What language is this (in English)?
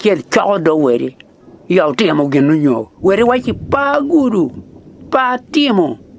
Acoli